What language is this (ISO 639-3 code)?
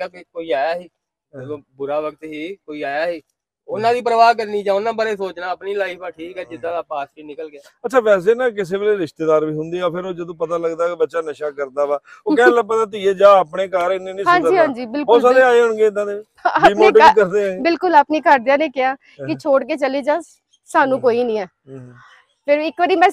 pan